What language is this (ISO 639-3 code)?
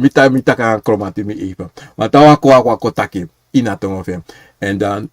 srn